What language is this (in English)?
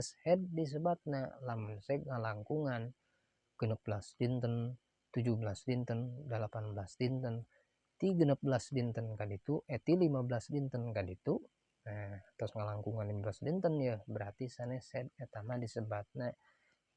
Sundanese